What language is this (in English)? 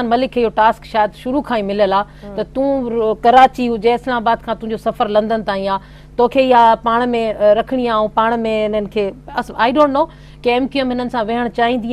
Sindhi